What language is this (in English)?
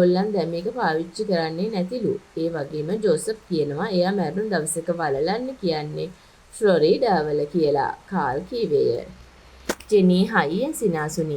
Sinhala